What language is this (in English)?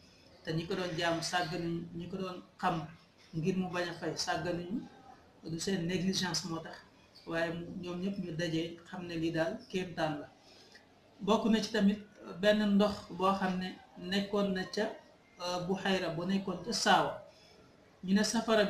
Wolof